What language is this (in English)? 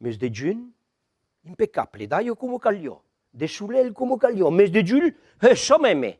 Occitan